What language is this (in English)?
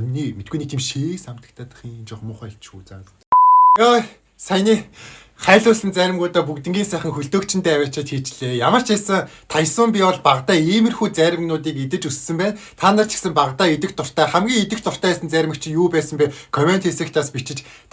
Mongolian